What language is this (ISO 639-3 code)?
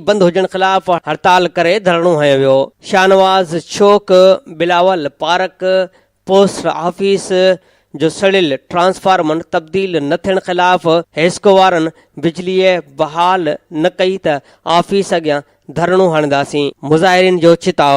snd